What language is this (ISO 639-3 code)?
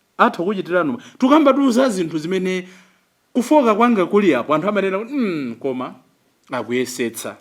nya